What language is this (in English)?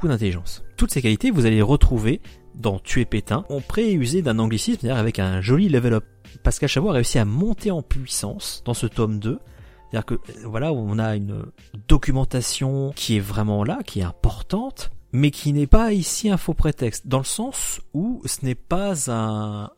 French